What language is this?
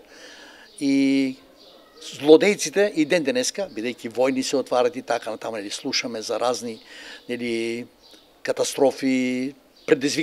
Macedonian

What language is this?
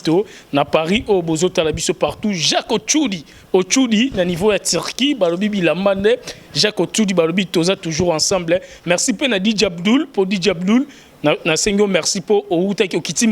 Lingala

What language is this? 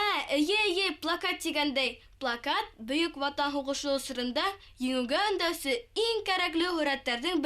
Bashkir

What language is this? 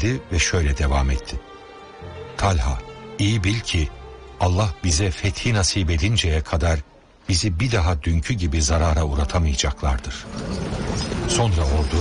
Turkish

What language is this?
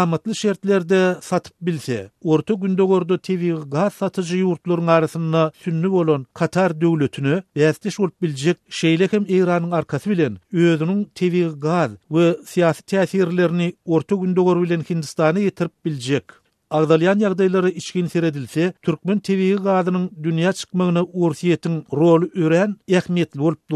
Turkmen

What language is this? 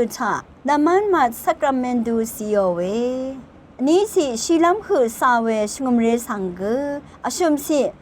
Rawang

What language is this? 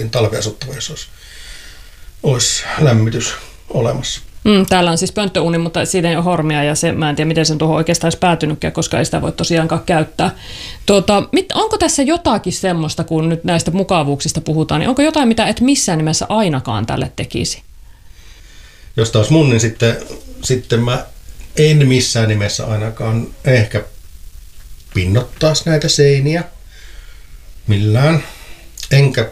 Finnish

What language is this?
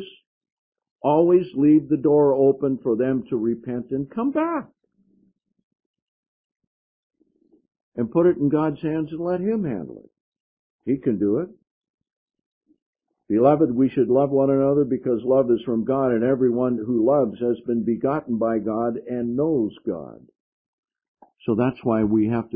English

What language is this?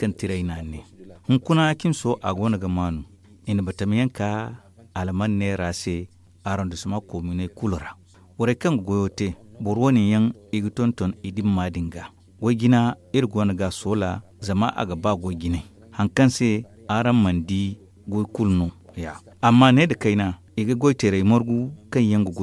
Zarma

